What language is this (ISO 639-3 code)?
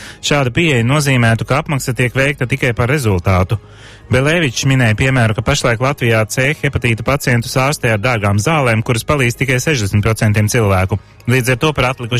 lav